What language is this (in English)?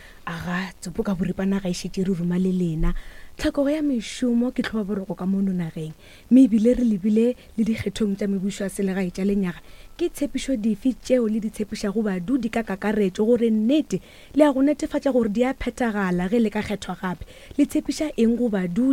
Northern Sotho